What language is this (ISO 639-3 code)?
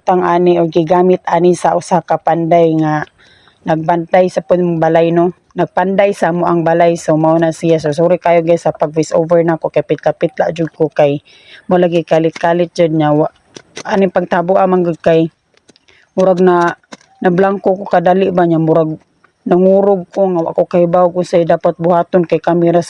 ceb